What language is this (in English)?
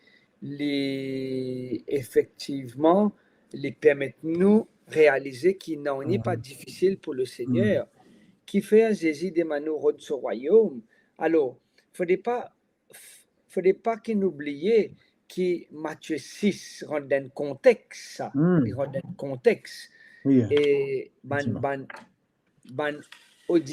Morisyen